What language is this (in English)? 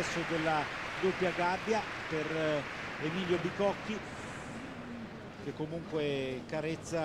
Italian